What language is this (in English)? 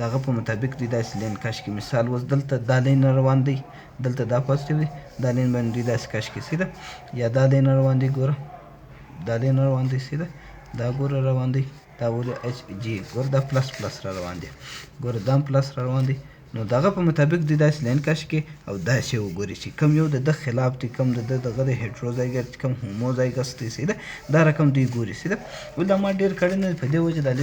Pashto